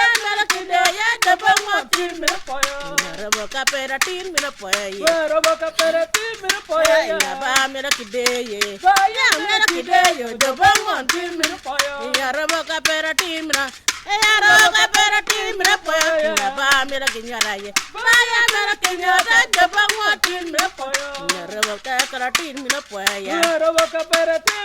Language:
Acoli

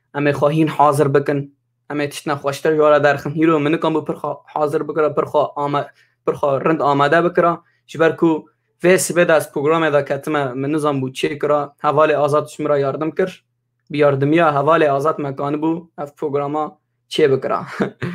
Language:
Kurdish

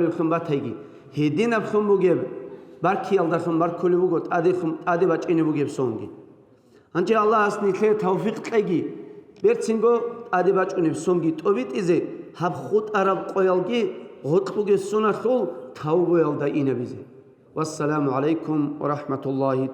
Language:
Avaric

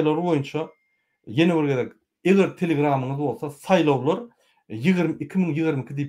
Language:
Turkmen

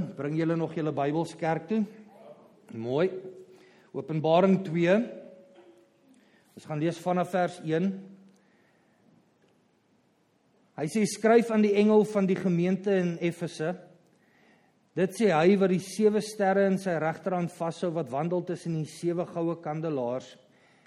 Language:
Afrikaans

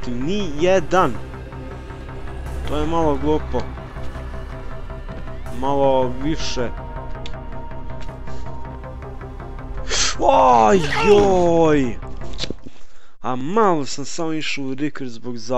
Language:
Croatian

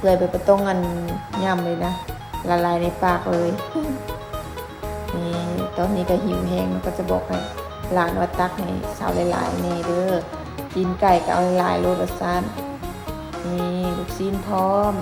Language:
Lao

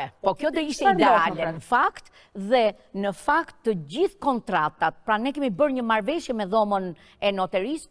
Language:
Albanian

